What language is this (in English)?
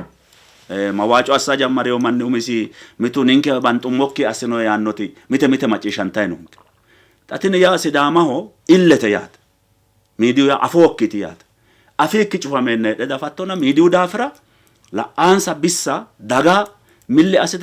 Sidamo